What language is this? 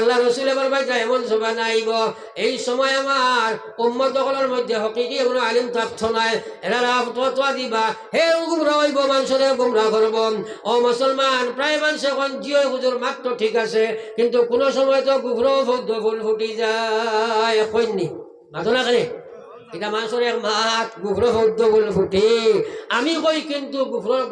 Sylheti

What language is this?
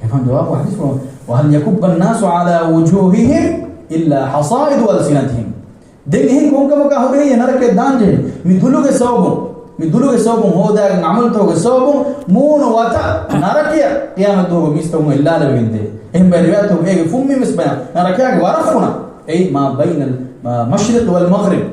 Divehi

